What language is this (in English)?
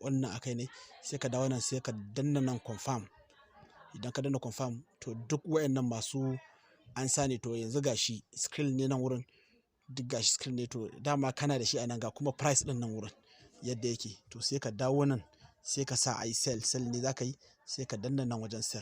Hausa